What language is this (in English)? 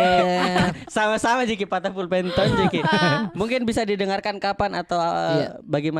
Makassar Malay